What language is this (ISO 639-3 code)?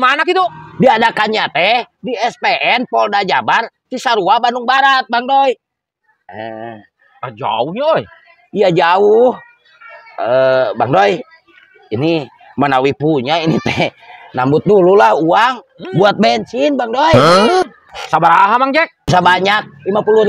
sun